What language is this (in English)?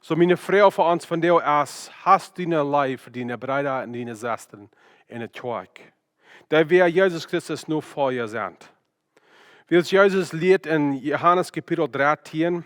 Plautdietsch